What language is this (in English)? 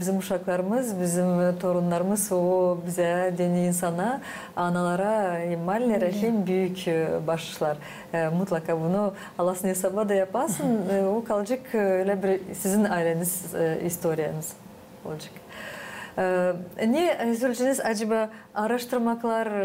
Gagauz